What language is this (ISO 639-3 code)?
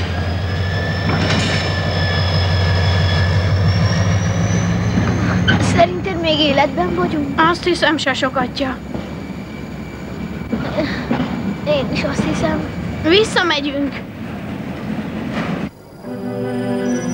hun